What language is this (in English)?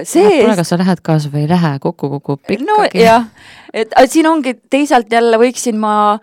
Estonian